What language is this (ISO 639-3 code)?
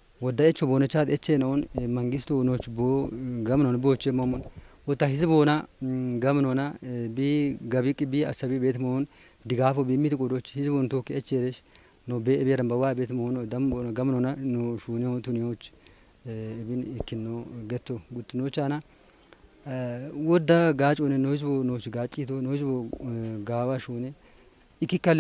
kbr